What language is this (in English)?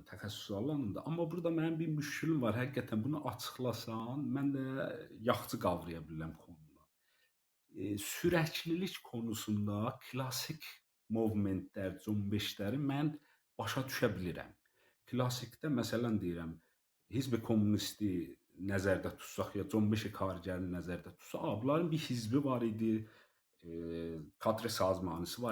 South Azerbaijani